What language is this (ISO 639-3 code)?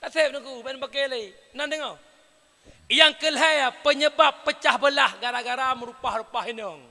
ace